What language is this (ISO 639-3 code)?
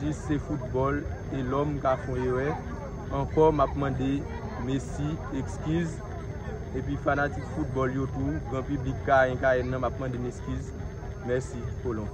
hat